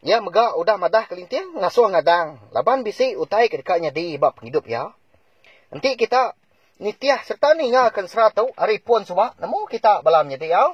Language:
Iban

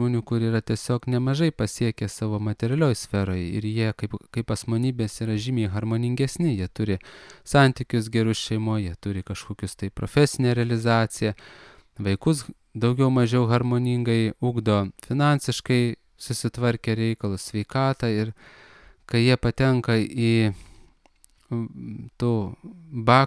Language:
Lithuanian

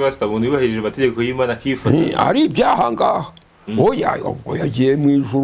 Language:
Kinyarwanda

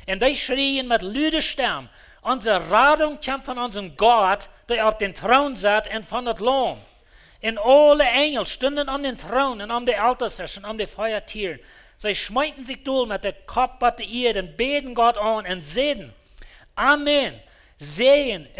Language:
Plautdietsch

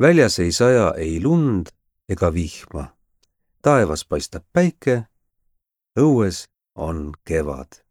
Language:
Estonian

